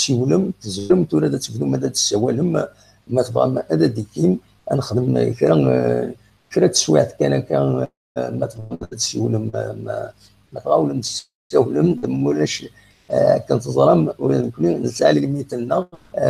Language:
Kabyle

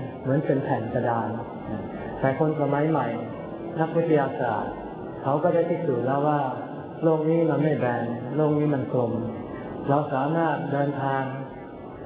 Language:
Thai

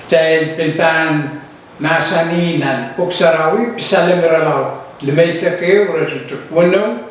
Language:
Pohnpeian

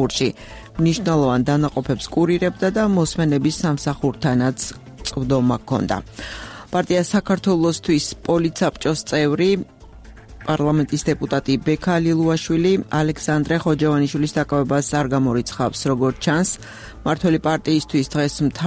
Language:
Georgian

